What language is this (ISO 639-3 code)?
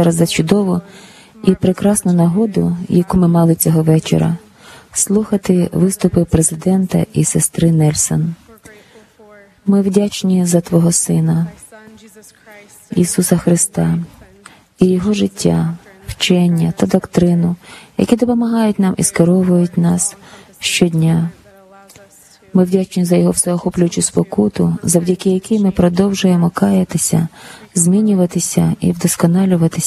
ukr